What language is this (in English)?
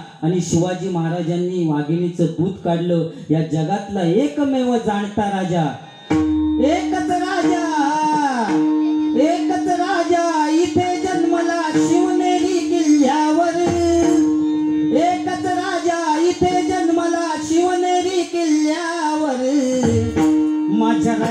Marathi